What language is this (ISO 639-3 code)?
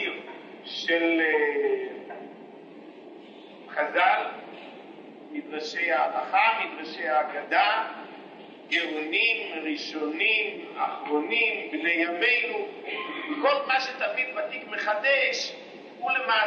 heb